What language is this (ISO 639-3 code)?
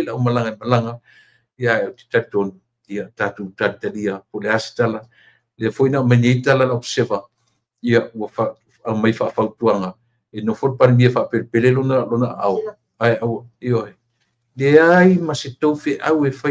smo